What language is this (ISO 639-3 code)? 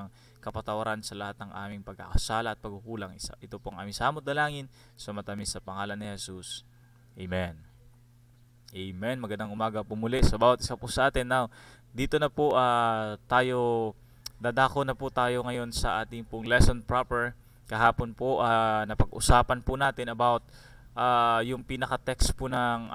fil